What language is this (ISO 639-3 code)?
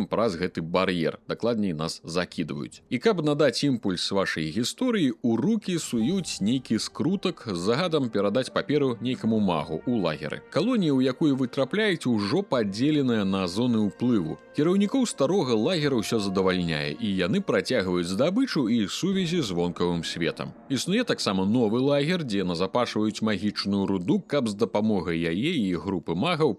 bel